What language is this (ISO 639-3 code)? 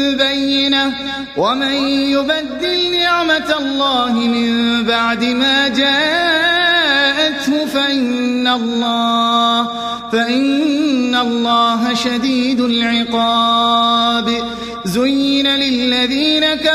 ara